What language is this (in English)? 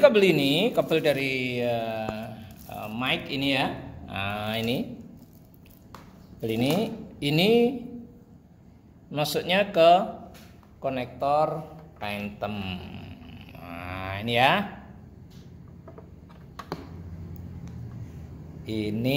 Indonesian